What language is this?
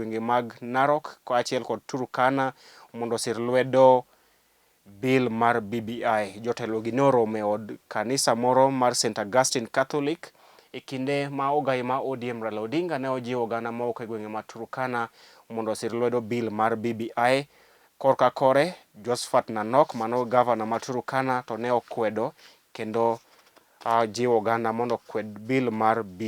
Luo (Kenya and Tanzania)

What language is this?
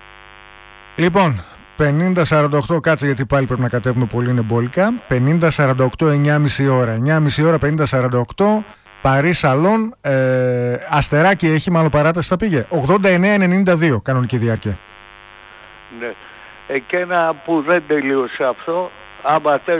Greek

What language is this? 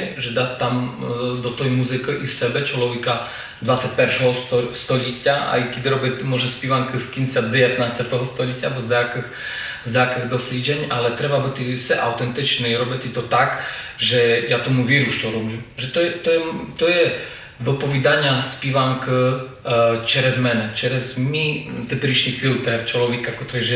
Rusyn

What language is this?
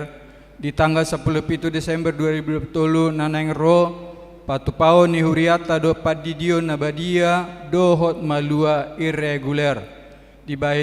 Batak Toba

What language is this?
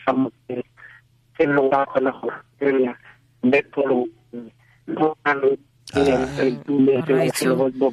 Tswana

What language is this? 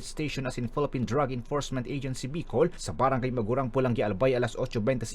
Bikol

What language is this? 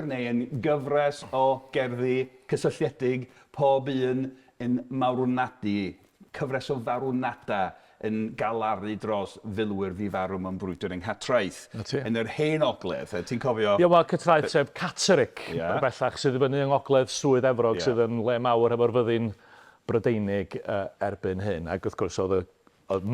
Welsh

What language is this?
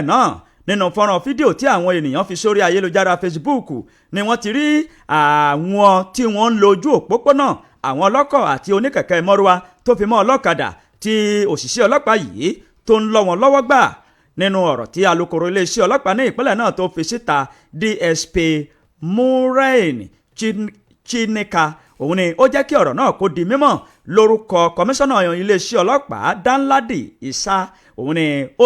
Yoruba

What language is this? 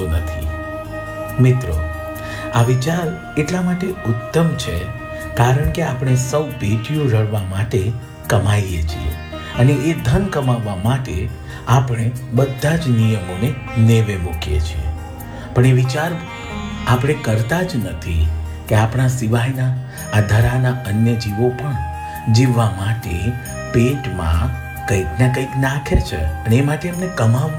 Gujarati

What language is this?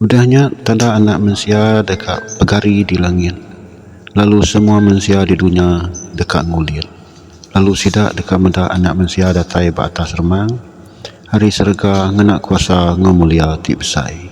Iban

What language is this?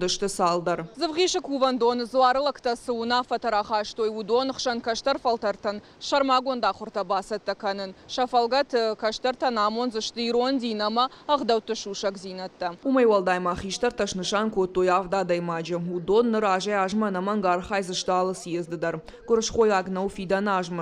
Ossetic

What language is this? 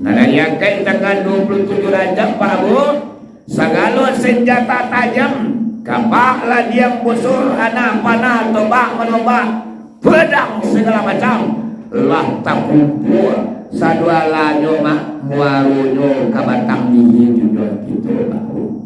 Minangkabau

